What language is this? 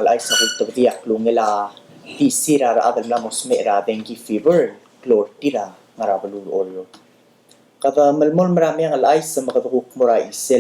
Palauan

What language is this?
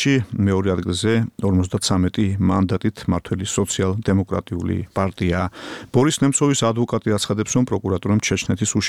Georgian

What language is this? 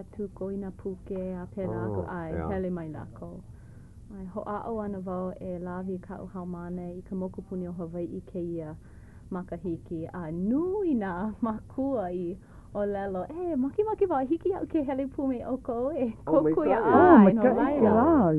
Hawaiian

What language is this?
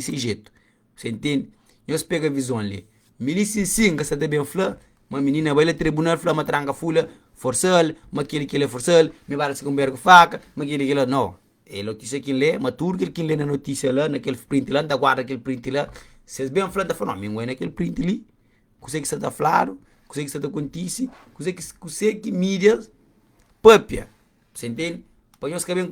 Kabuverdianu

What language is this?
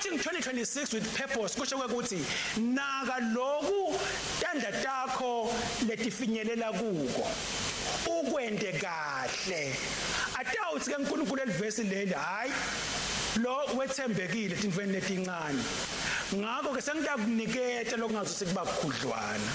Swati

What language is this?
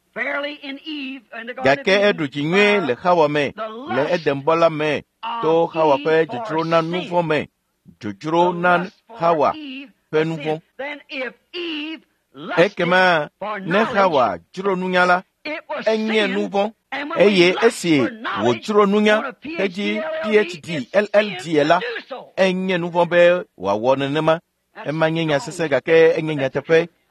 Ewe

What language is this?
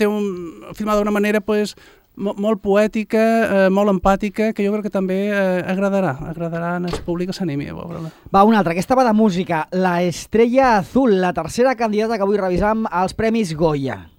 Catalan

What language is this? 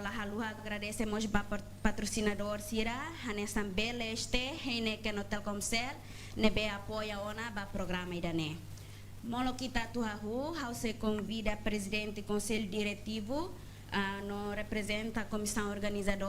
Tetum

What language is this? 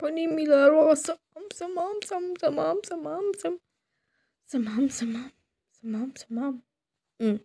Nepali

